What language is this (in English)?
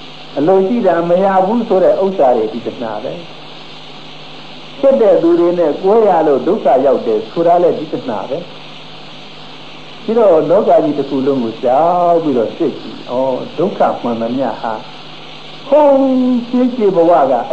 Burmese